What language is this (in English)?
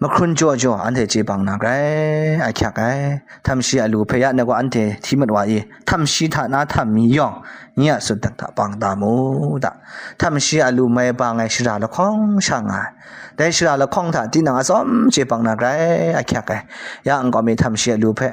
Kachin